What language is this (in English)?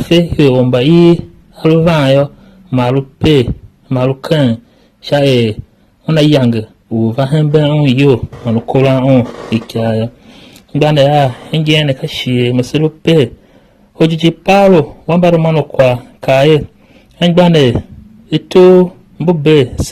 Tiv